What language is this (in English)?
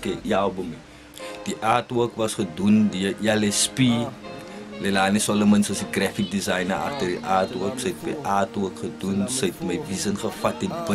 Afrikaans